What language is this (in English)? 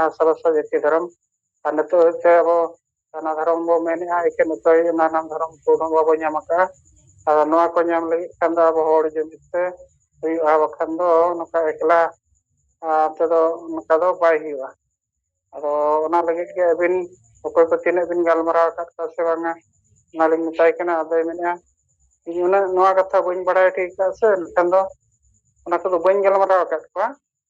Santali